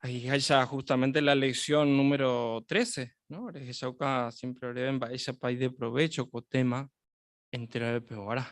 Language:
Guarani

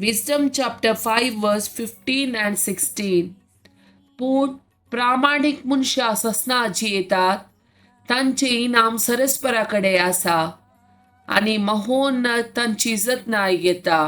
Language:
Konkani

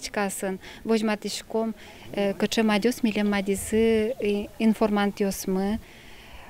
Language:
Udmurt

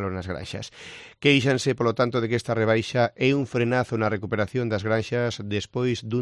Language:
Galician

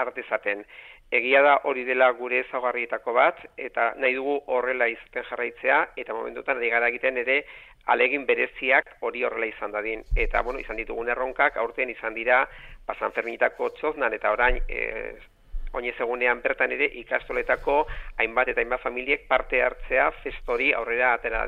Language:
Basque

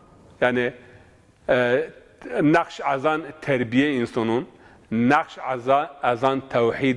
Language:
Zaza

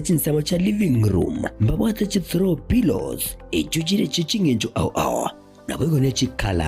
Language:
Gusii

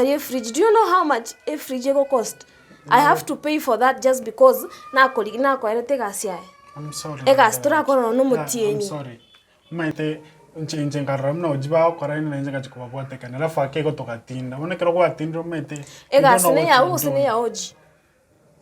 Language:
Gusii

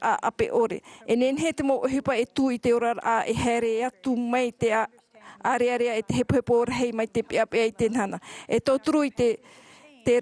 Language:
Tahitian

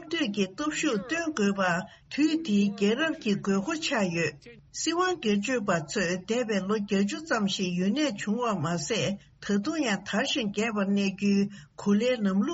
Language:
Tibetan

